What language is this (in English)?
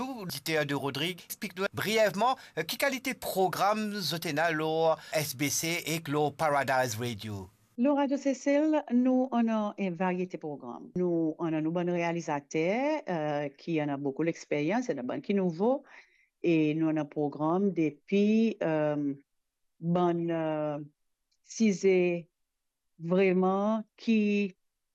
Morisyen